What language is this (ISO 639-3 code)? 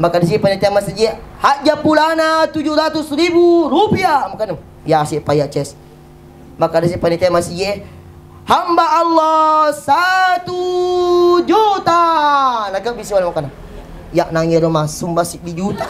bug